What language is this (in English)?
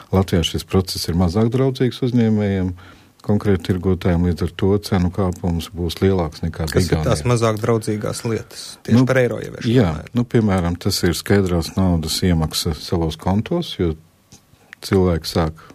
Latvian